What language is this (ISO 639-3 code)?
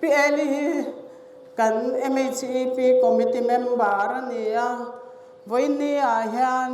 lus